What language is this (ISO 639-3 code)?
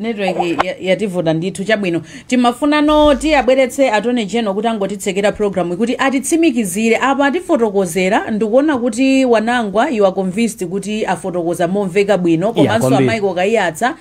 nya